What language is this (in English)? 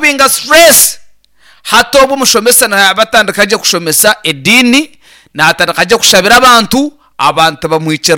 Nyankole